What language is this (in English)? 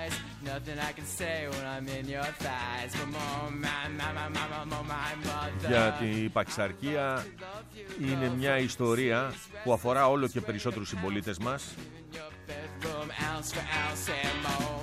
Greek